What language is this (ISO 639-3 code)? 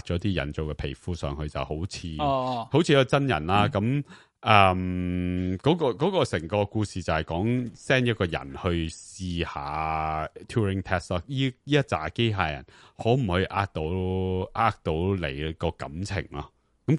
yue